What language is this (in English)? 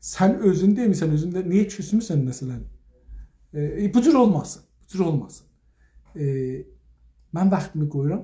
South Azerbaijani